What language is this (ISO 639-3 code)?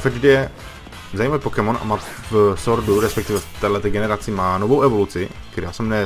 ces